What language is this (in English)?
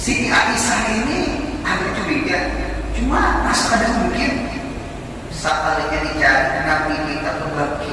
Banjar